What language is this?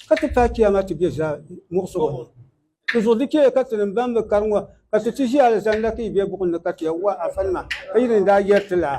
Dagbani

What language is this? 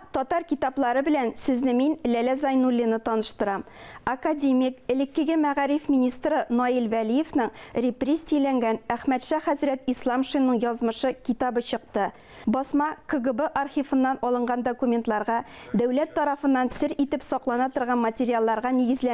Tatar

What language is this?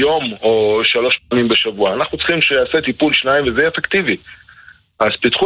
Hebrew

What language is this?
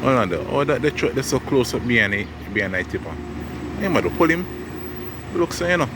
Jamaican Creole English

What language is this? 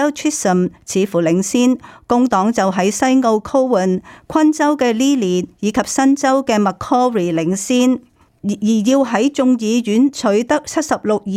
Cantonese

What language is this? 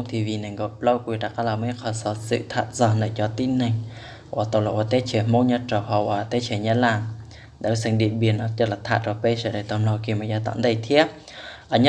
Hmong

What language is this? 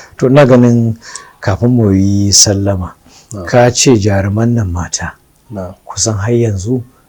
Hausa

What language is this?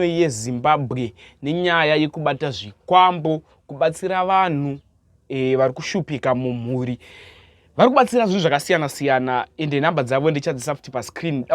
Shona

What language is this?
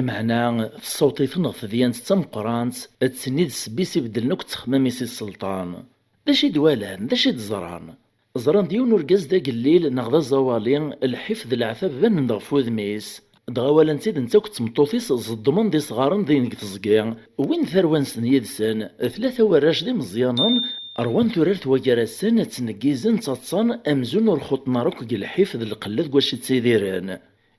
Kabyle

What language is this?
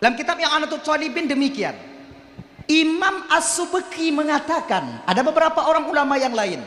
Achinese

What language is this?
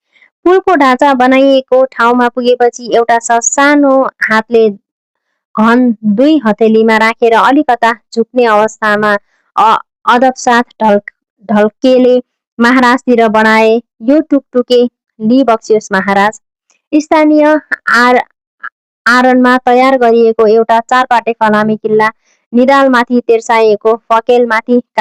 Nepali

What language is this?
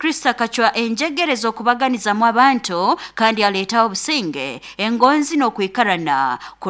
Nyoro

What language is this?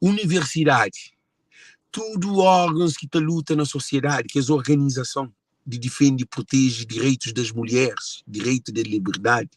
Kabuverdianu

